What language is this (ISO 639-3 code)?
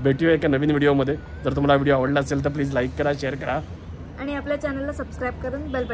mar